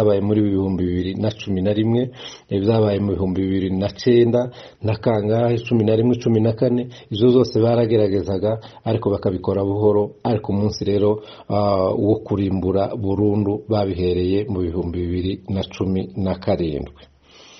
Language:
Kinyarwanda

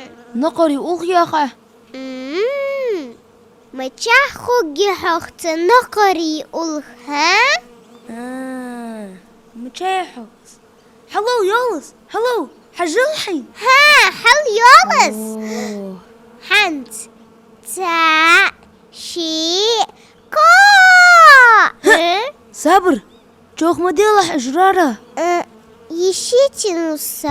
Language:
Ingush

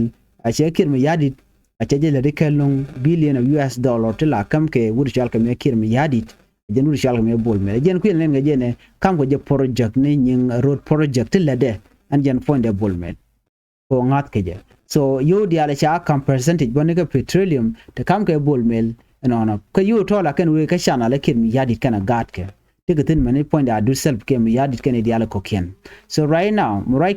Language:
Nuer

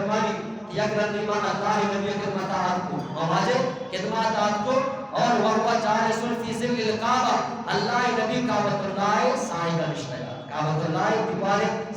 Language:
Eastern Balochi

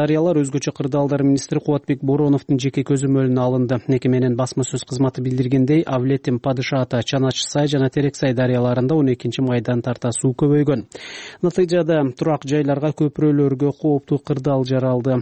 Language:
Kyrgyz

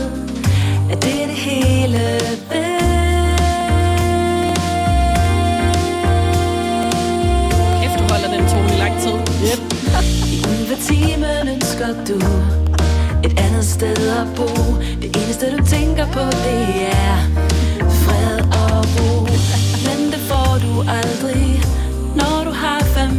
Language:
Danish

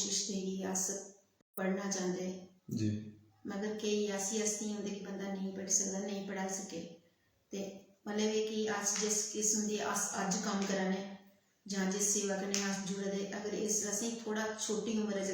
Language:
Dogri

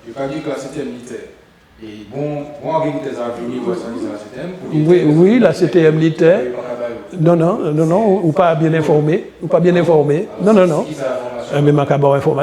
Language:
Guadeloupean Creole French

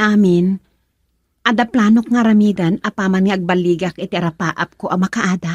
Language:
Iloko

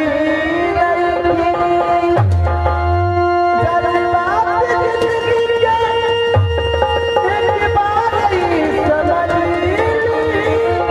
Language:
Bhojpuri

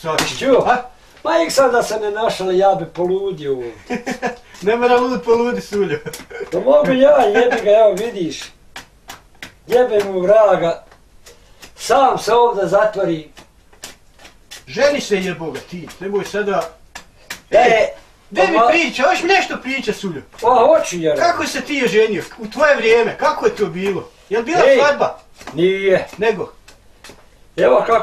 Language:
Bosnian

